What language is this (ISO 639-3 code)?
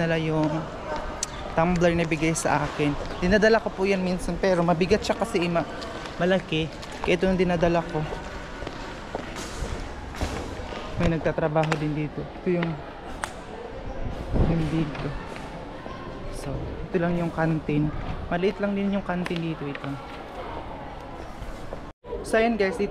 fil